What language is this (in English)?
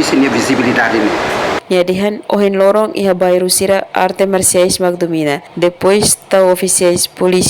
Tetum